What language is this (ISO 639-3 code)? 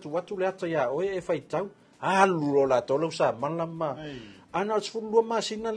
smo